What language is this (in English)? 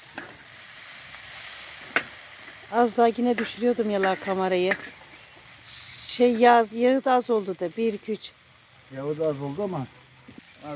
Turkish